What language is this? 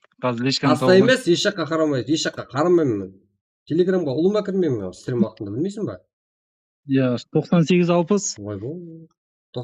Kara-Kalpak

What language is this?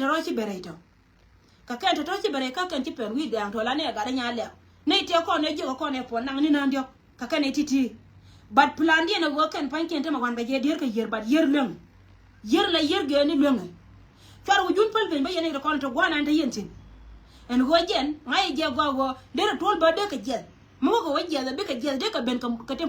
Nuer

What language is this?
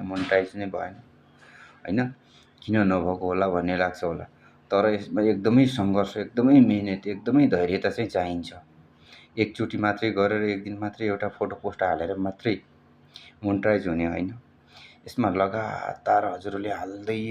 Nepali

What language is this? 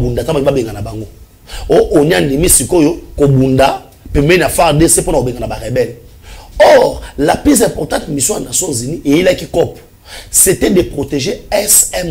Lingala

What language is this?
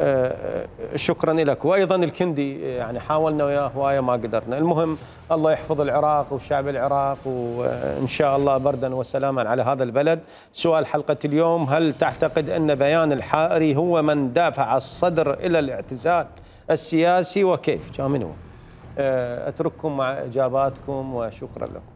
Mesopotamian Arabic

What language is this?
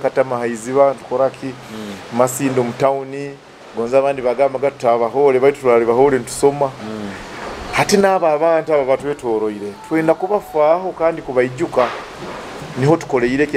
Nyoro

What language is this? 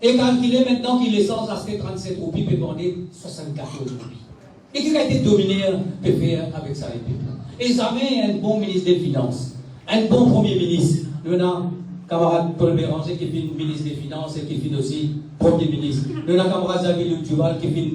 Morisyen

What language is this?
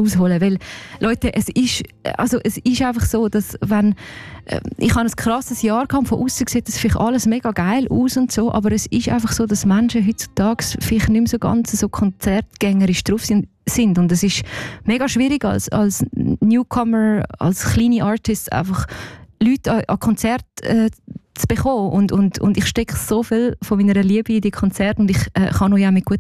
German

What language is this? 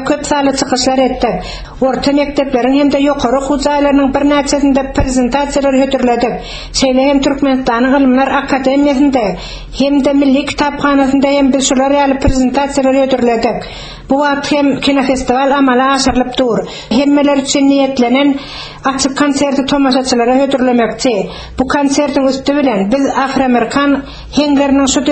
Turkmen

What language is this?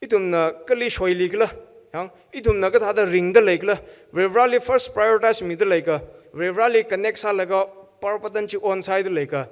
Tangkhul Naga (India)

